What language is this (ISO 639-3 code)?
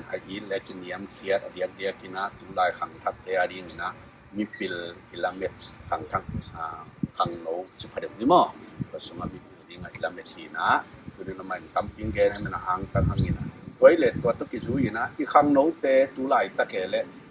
ctd